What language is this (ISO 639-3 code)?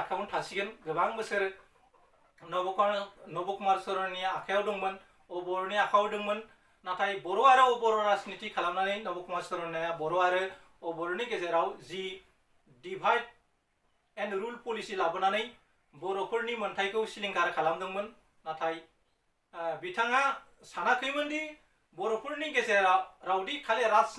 brx